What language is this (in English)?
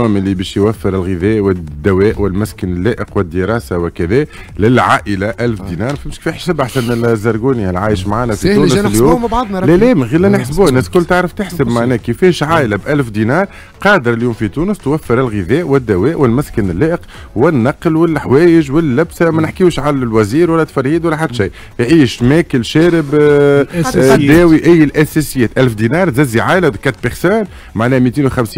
Tunisian Arabic